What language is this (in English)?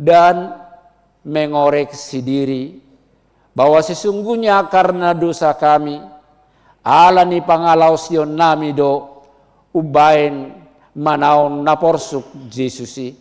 Batak Toba